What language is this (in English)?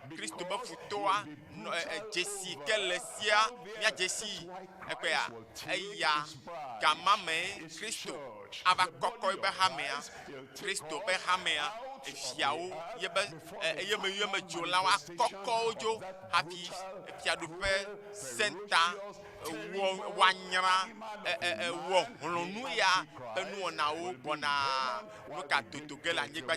Ewe